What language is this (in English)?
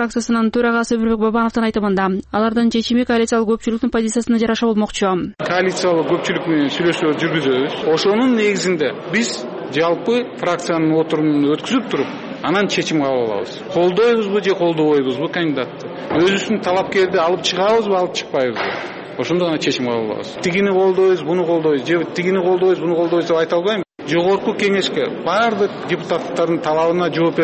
Kyrgyz